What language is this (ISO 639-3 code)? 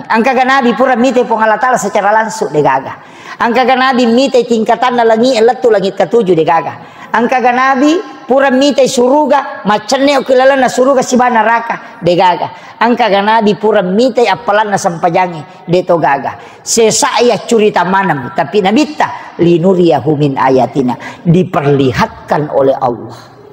bug